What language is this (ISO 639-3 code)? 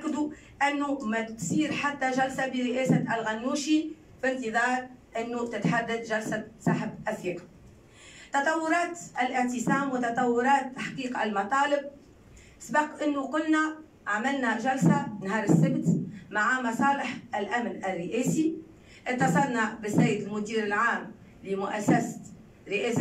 aeb